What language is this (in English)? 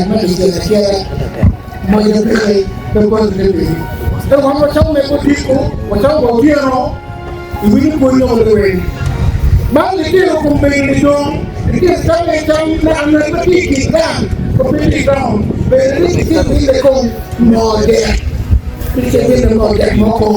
Acoli